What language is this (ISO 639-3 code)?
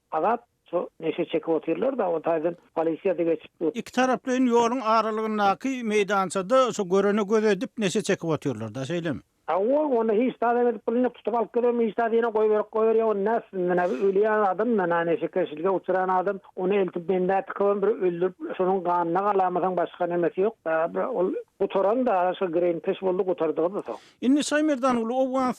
tuk